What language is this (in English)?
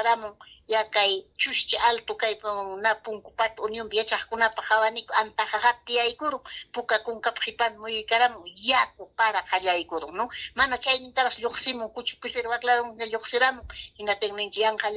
Ayacucho Quechua